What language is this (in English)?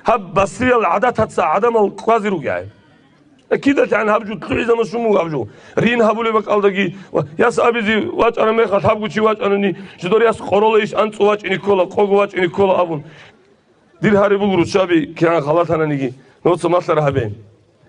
Avaric